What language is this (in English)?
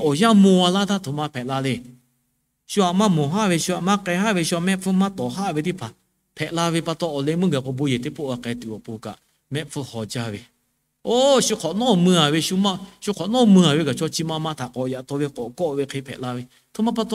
Lahu